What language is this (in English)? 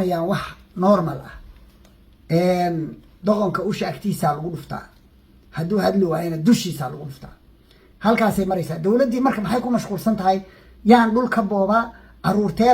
Somali